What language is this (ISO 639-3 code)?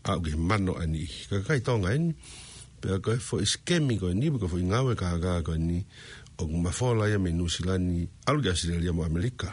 ton